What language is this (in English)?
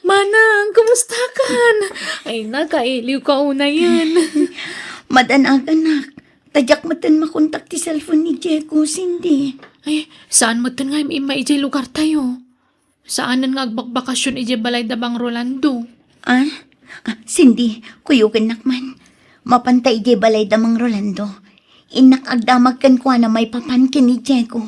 Iloko